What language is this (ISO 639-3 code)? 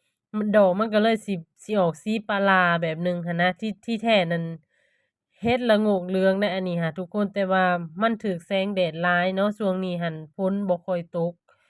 lao